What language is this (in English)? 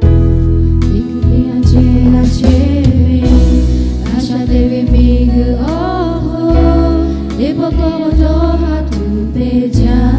Lahu